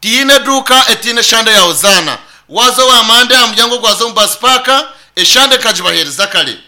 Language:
Nyankole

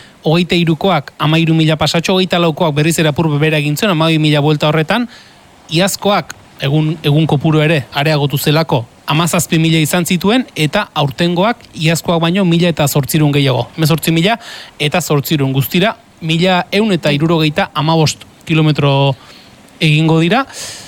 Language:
Basque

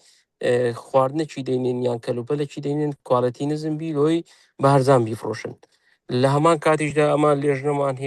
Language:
Central Kurdish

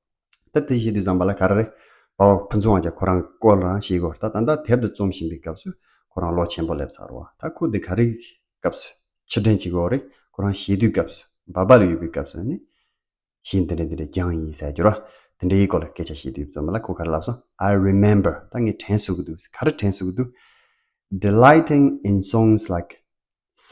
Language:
Tibetan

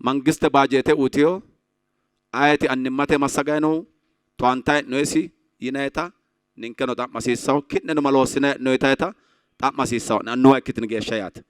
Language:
Sidamo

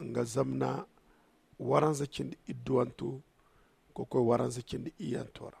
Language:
Zarma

